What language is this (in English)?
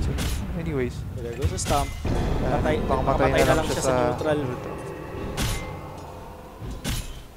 Filipino